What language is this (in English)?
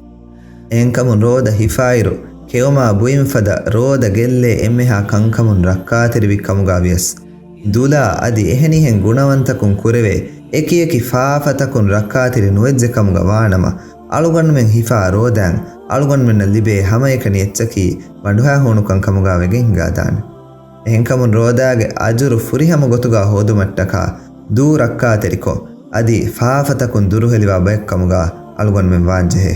Divehi